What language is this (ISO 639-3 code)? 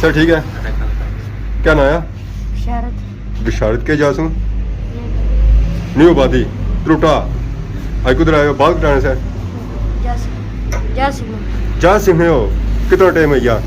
phr